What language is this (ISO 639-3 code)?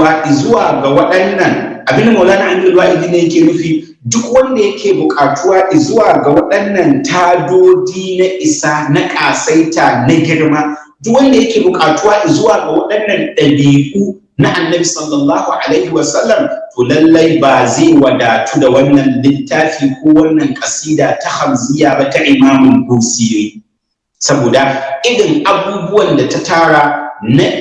hau